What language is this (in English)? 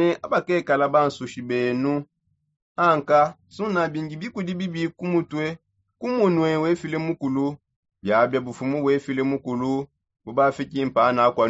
Songe